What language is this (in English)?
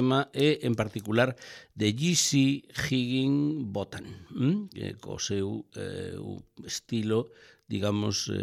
Galician